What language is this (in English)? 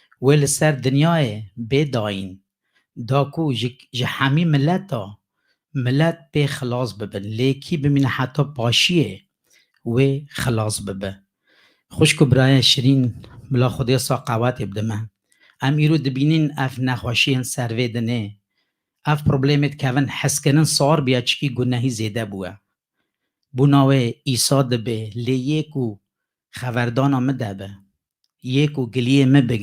Kurdish